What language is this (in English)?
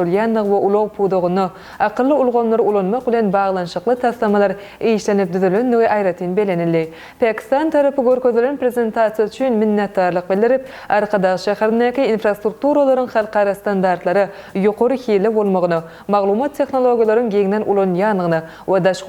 Turkmen